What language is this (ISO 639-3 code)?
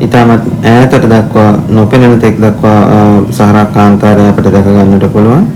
sin